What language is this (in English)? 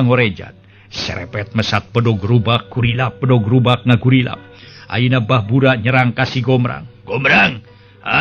Sundanese